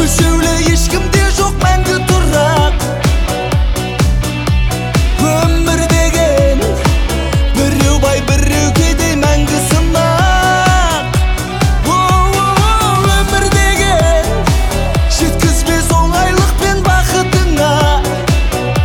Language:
Kazakh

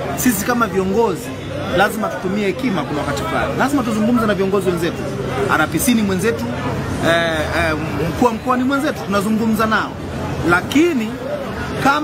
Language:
Swahili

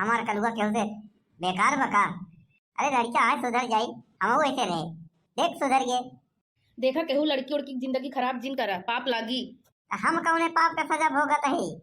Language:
Awadhi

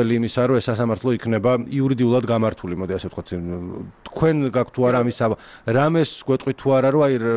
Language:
Georgian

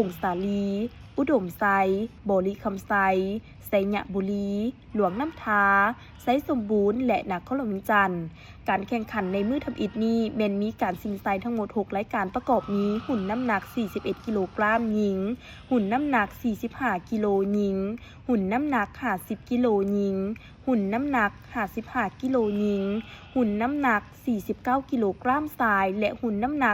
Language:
Lao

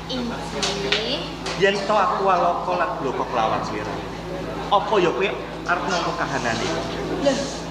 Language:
Javanese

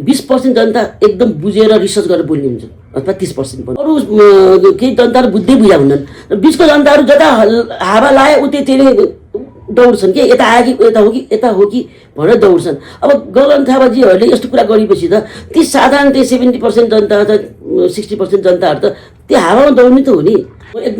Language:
Nepali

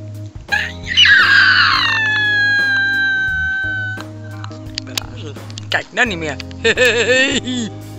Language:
Dutch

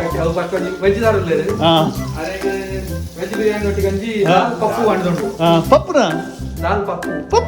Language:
Tulu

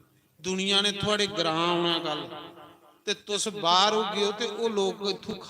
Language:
Dogri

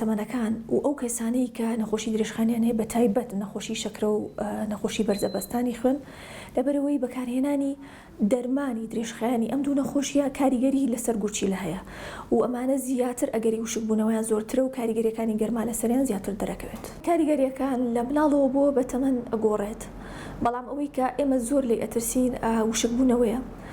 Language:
Central Kurdish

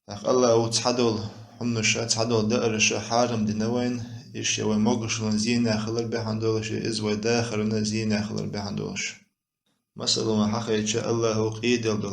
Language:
Chechen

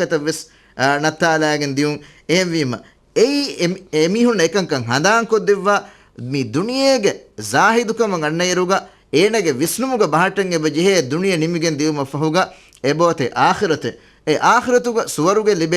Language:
Divehi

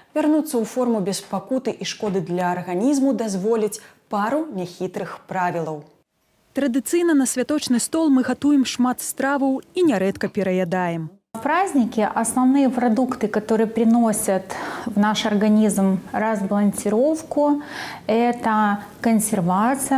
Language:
Belarusian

